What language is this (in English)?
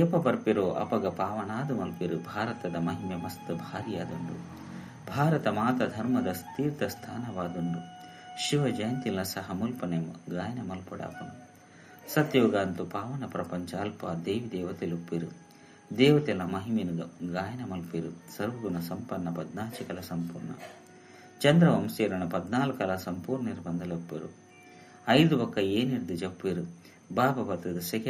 Tulu